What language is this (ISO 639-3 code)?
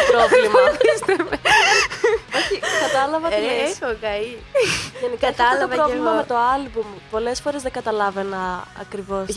ell